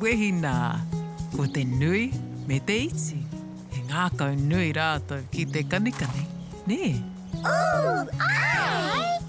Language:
Māori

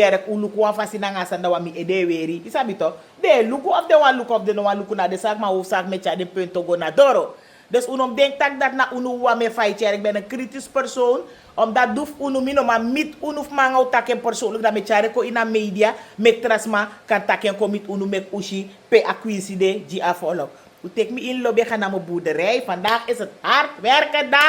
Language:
Sranan Tongo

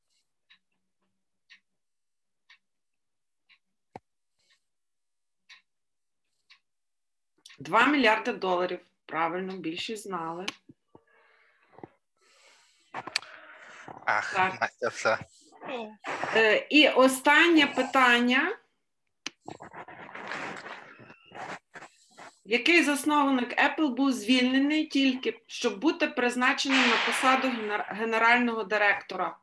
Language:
Ukrainian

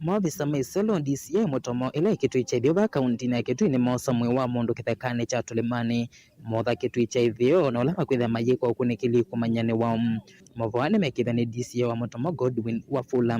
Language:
Kamba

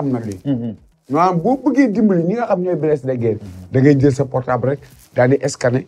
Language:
Wolof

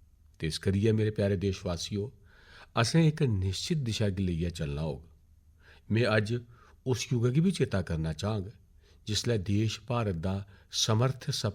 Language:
Dogri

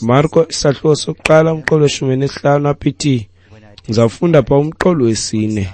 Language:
Xhosa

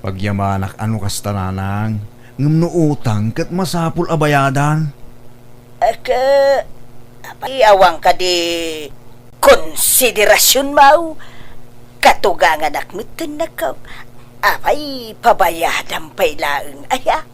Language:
Iloko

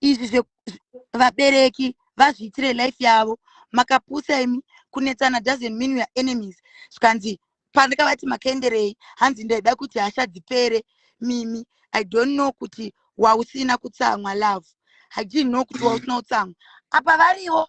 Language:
Shona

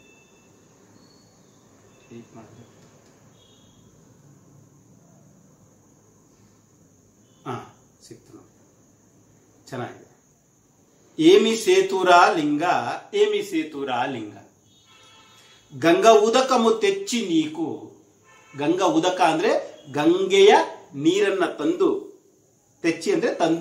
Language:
Kannada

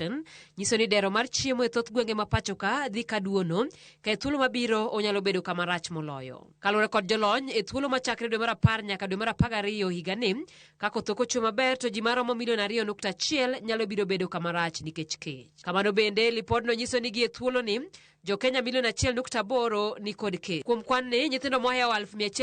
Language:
Luo (Kenya and Tanzania)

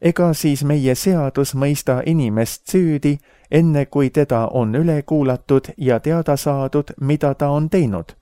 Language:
Estonian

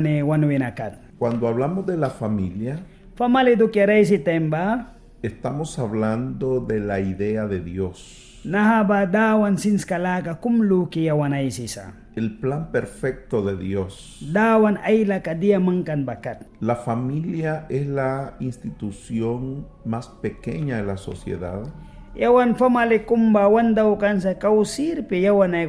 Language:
Mískito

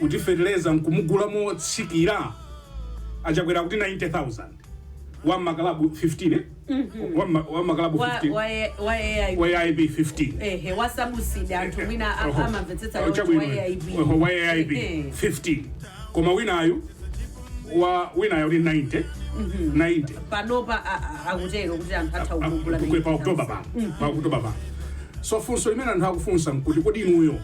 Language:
Nyanja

